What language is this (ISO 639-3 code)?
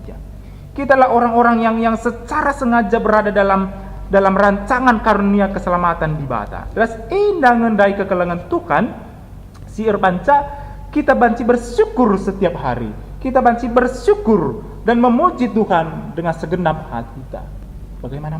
btx